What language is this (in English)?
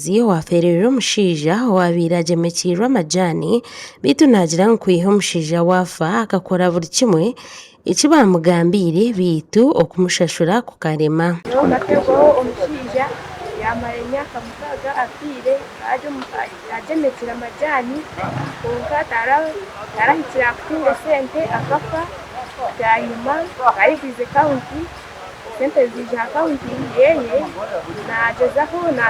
Nyankole